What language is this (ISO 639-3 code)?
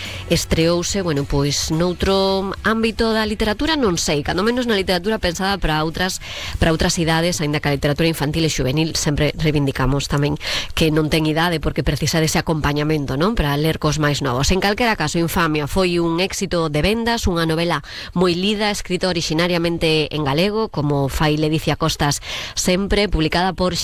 glg